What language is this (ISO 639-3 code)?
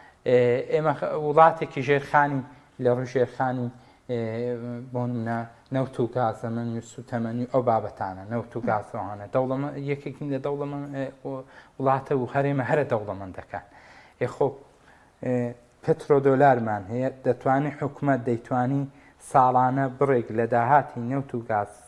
ckb